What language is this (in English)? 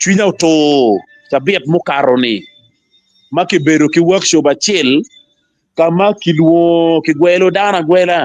Acoli